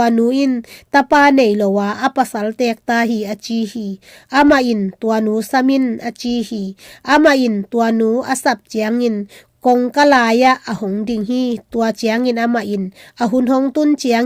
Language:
Tedim Chin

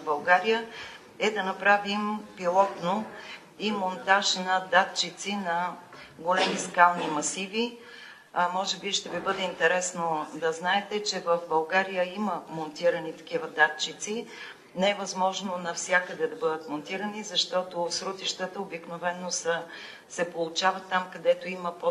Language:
Bulgarian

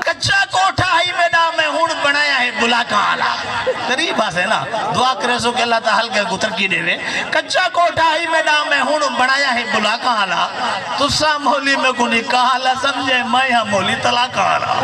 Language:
Saraiki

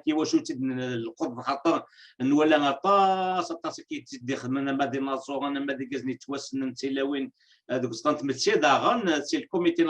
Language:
Kabyle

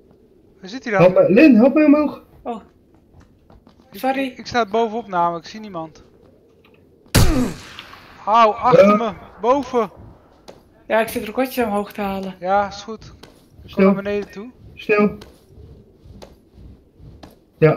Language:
Dutch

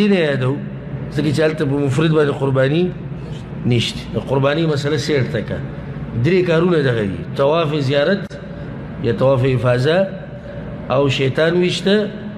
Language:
Pashto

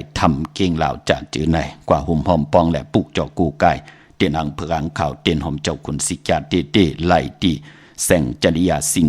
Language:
Shan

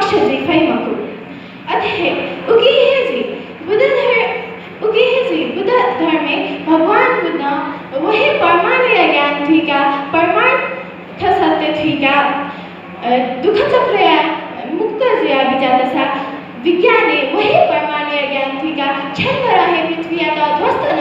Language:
Newari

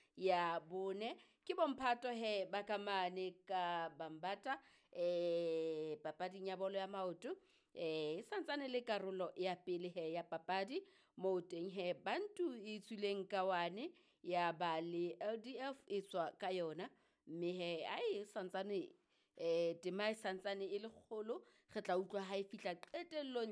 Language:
Southern Sotho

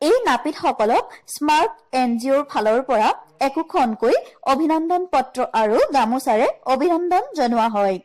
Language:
Assamese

